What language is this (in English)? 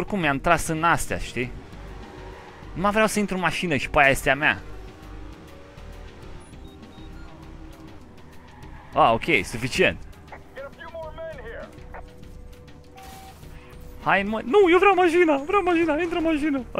Romanian